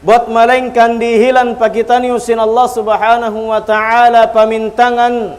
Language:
Tausug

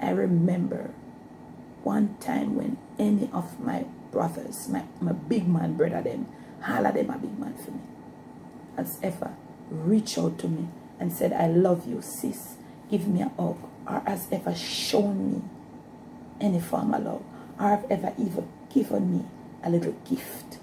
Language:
Jamaican Creole English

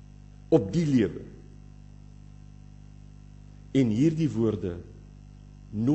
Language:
Afrikaans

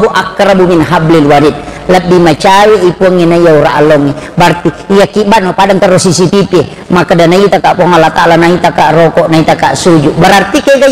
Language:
Buginese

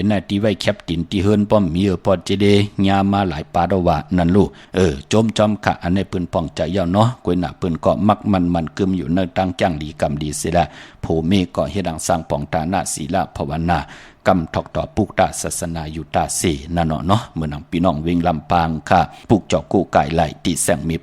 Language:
Shan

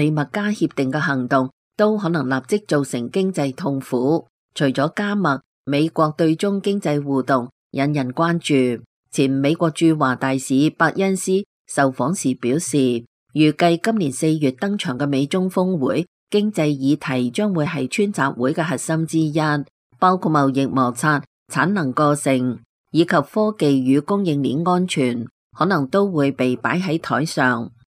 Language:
Cantonese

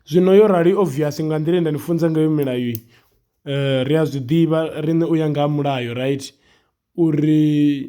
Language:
Venda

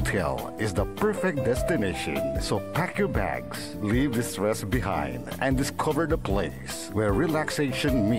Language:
Pangasinan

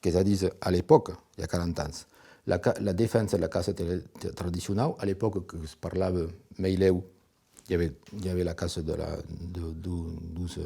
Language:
Occitan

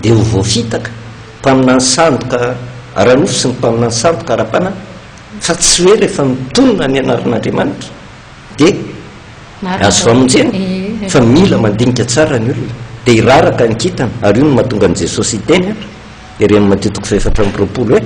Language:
Malagasy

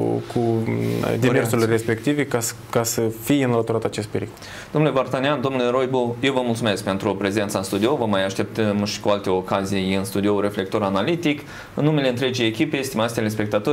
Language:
Romanian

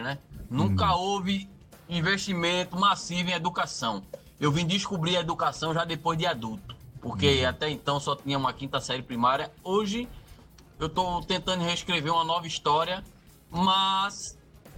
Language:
Portuguese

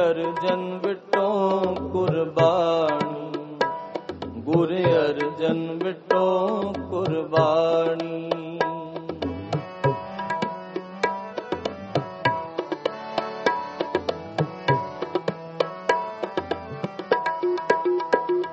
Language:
Punjabi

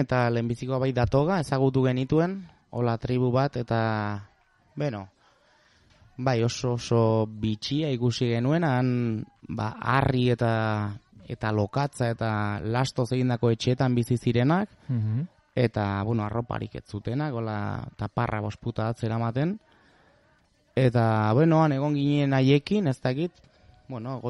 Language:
Basque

